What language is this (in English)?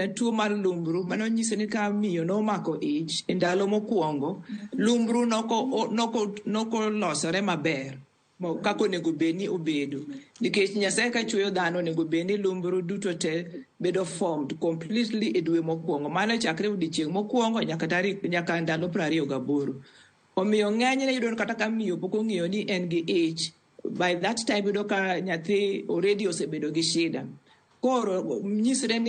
Luo (Kenya and Tanzania)